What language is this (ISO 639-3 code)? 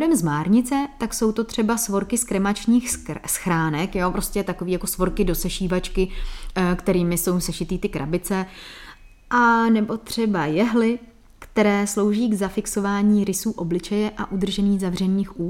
ces